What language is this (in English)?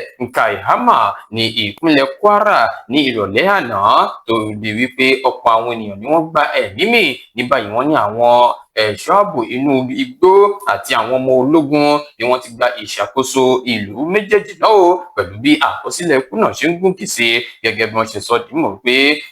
Yoruba